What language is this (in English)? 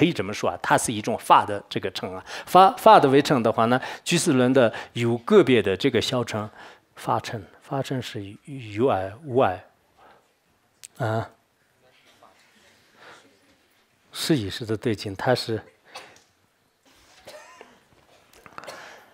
Chinese